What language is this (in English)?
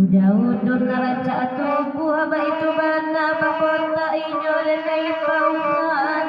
Minangkabau